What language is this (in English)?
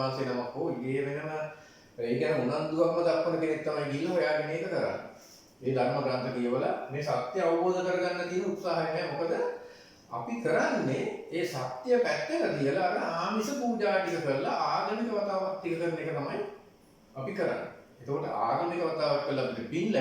Sinhala